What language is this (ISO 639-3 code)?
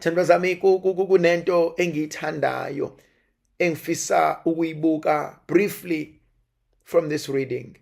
zul